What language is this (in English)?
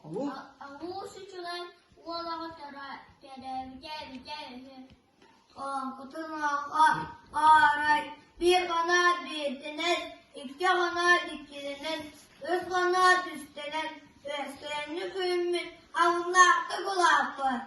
Yakut